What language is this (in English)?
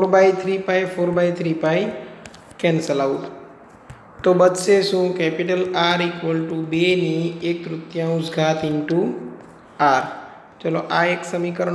Gujarati